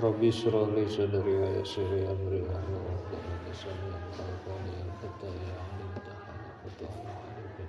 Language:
Sundanese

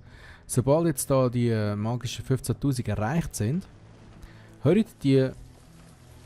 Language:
Swiss German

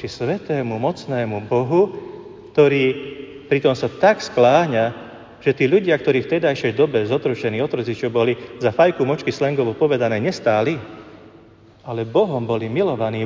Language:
Slovak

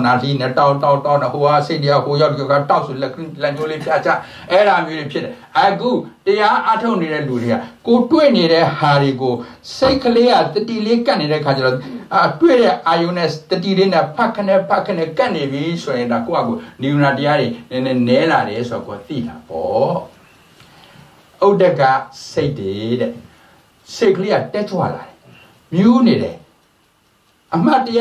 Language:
Burmese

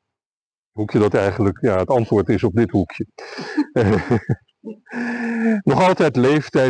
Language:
Dutch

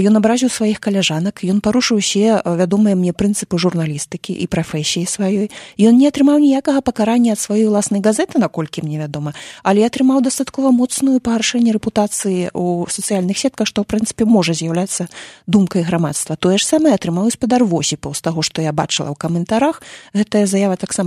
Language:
Belarusian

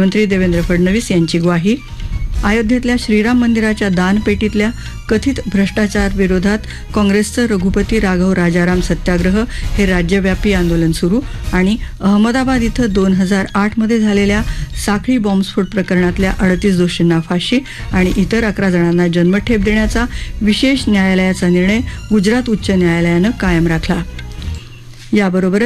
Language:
Marathi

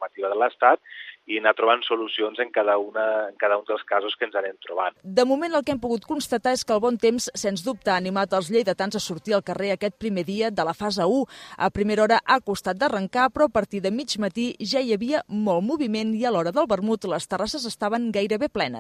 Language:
Catalan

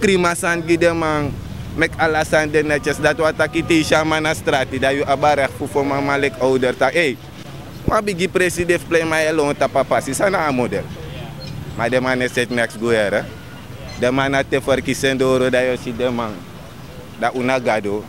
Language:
Sranan Tongo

